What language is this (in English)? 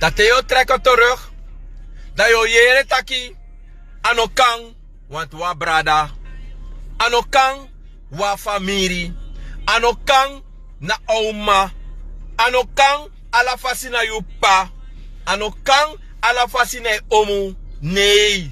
Sranan Tongo